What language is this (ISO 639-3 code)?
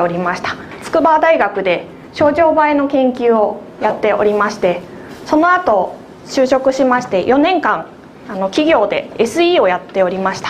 jpn